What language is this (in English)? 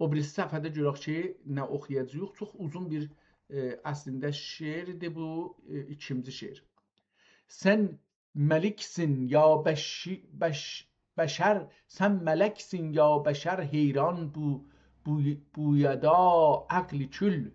South Azerbaijani